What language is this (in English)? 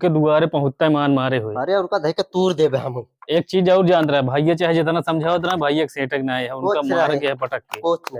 Awadhi